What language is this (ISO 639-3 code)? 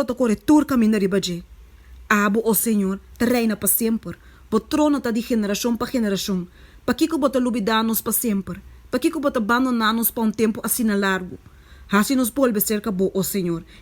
pap